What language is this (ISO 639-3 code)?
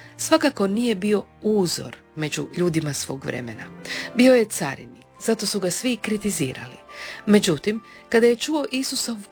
hrv